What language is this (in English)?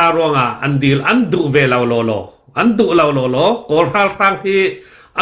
Falam Chin